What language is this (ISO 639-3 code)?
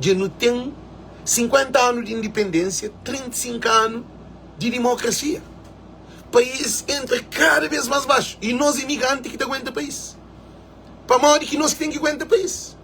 kea